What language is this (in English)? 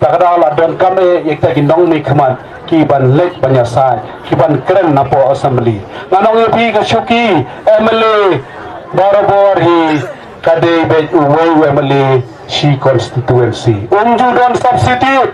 Khasi